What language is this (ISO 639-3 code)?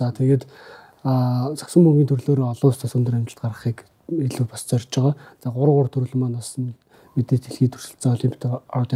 mon